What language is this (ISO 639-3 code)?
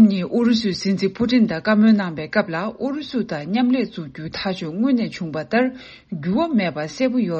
bod